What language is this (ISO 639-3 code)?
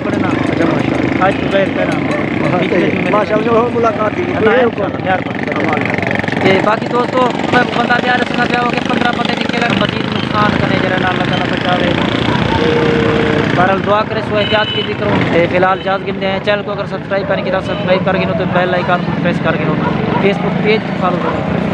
skr